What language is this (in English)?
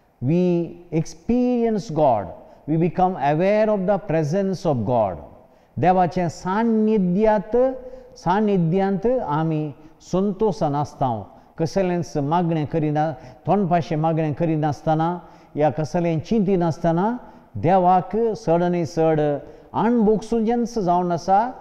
Konkani